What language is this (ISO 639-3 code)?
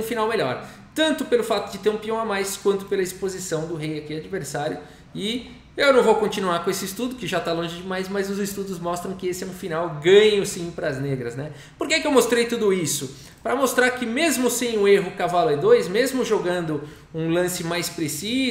por